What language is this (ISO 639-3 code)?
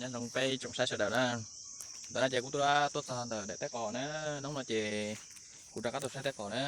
hmn